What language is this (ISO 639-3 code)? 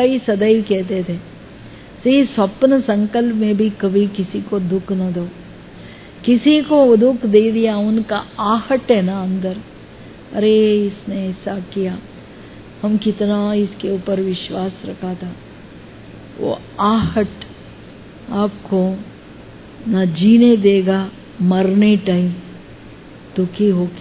hin